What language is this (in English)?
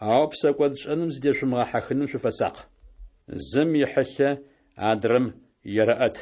Adyghe